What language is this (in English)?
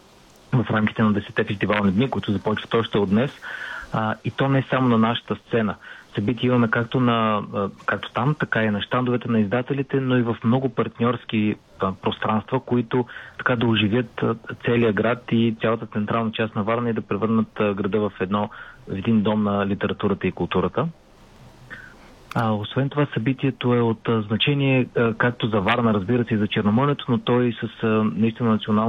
Bulgarian